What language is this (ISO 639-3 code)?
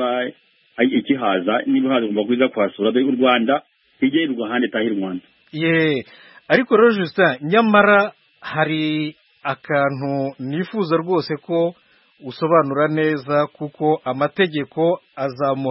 kin